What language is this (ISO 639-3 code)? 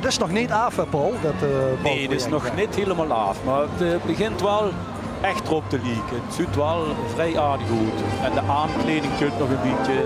lim